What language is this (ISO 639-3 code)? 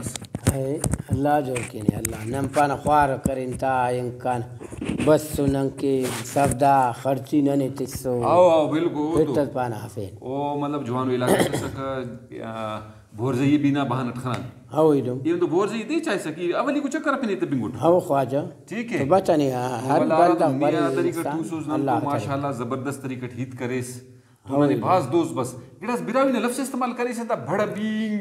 brh